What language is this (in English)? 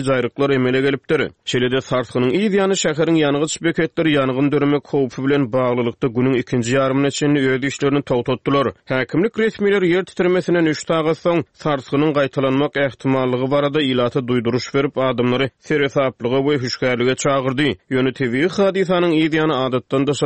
Turkmen